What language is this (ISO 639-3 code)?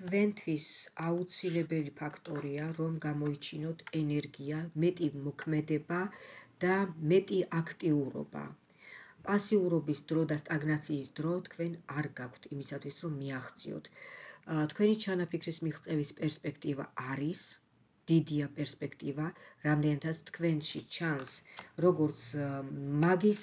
kat